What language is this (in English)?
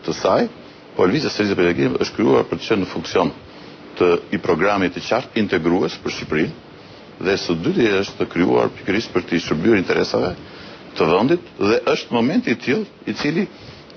Albanian